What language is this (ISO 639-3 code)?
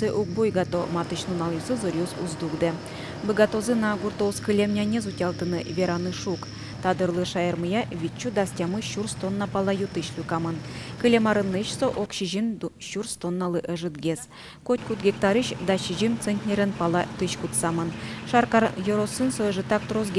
udm